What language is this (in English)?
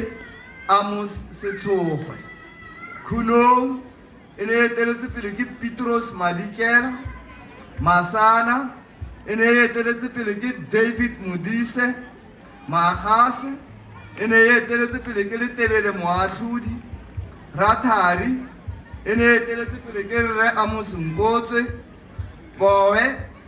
Tswana